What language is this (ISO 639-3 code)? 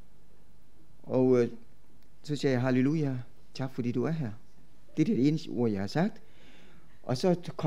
dan